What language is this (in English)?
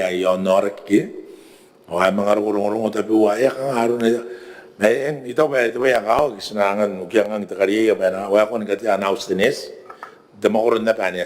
Gilbertese